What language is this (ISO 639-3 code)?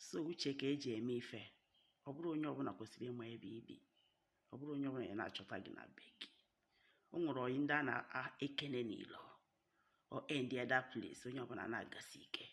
ibo